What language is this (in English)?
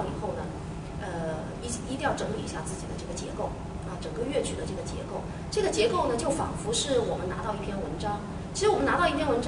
Chinese